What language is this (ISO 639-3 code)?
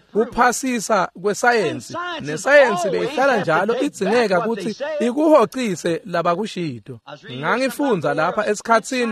ssw